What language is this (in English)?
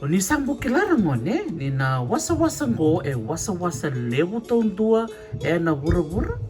Fijian